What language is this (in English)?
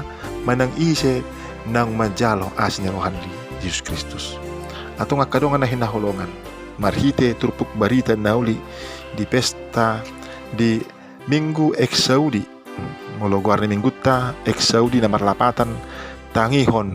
Batak Toba